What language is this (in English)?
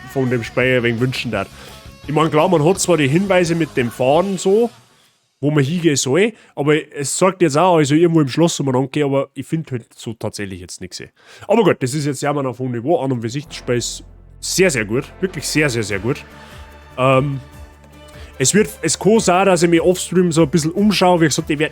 Bavarian